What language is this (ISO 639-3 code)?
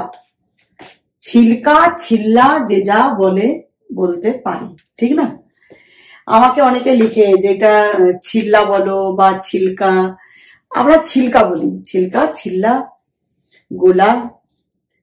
ben